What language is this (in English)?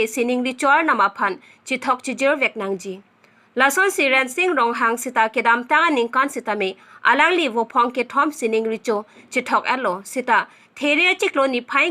Karbi